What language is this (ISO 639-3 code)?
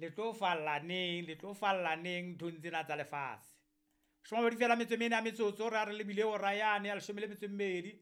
sot